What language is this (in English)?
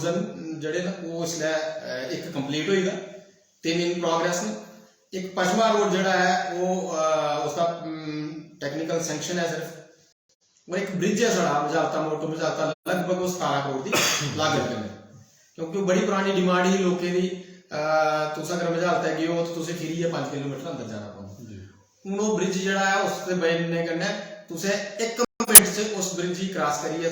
Dogri